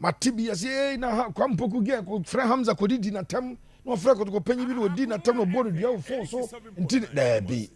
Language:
Akan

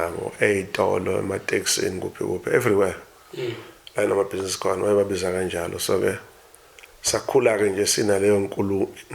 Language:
Zulu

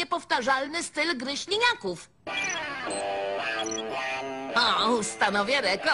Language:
Polish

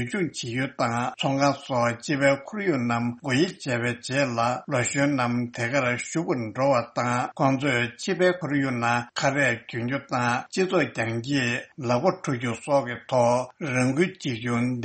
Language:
Tibetan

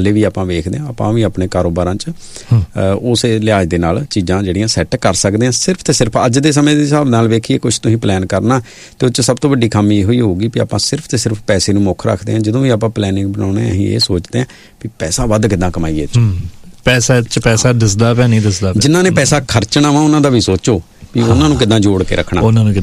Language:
Punjabi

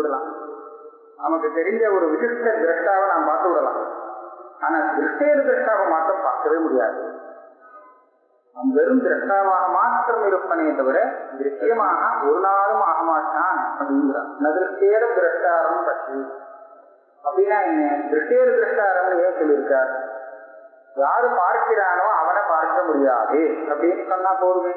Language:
Tamil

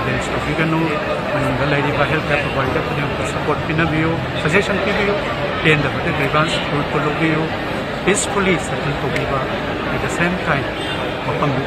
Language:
Manipuri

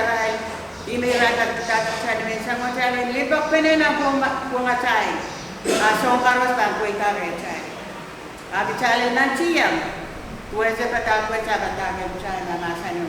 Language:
Pohnpeian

